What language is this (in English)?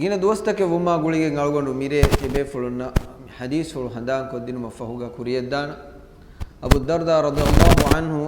Divehi